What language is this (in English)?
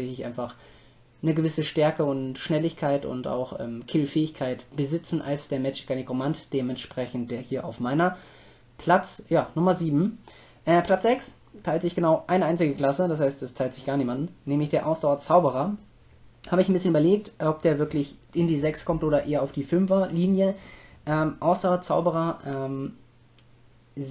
German